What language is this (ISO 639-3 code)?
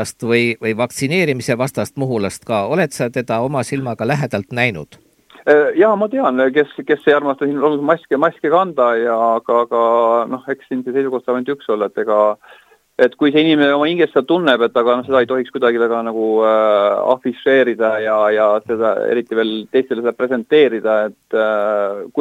est